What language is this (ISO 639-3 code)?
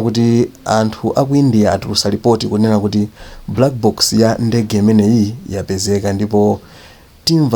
nya